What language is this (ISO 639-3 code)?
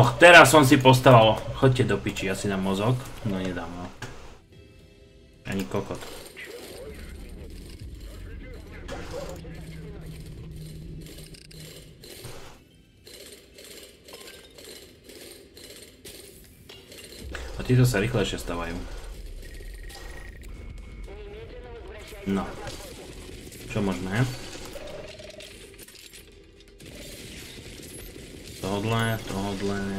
slk